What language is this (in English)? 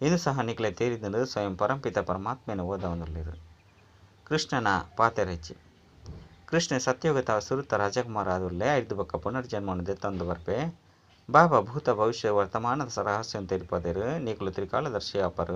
Tulu